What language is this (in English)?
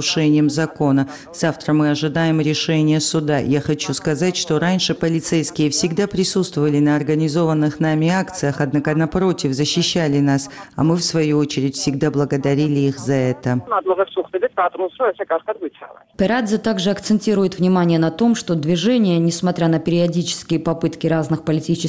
Russian